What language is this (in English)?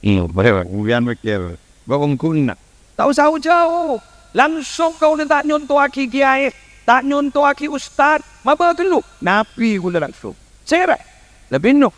Madurese